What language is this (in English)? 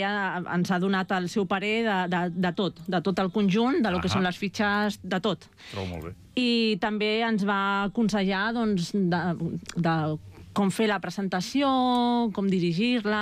Catalan